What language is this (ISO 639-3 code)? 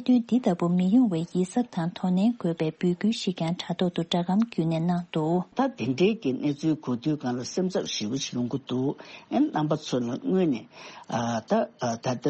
bod